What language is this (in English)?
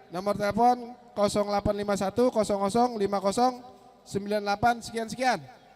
Banjar